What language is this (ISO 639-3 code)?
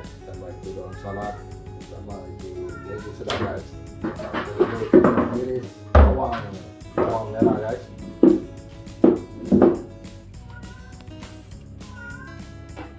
msa